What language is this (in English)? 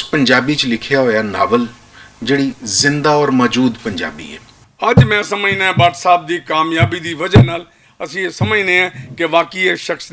Western Panjabi